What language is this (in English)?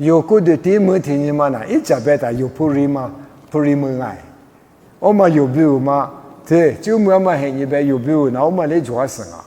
Lisu